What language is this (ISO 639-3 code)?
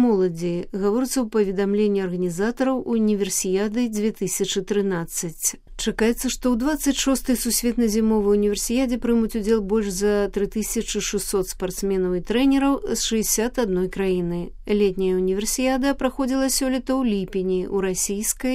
bel